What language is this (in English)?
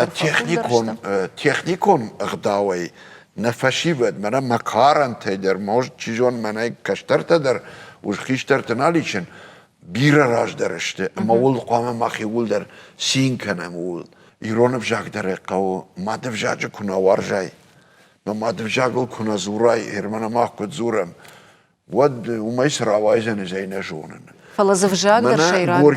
Ossetic